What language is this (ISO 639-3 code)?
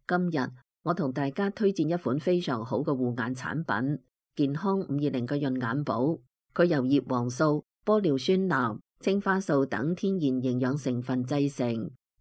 yue